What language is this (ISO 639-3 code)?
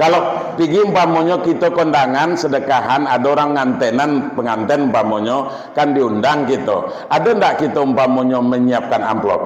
min